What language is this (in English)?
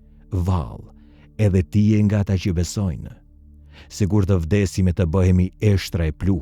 Albanian